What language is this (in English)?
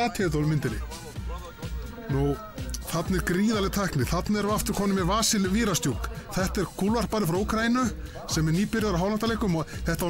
Icelandic